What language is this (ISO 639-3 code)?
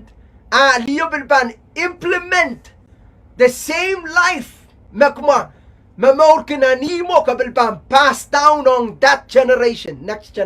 pon